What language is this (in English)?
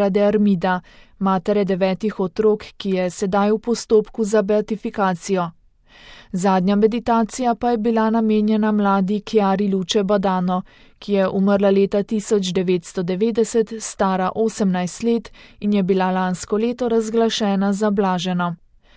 Slovenian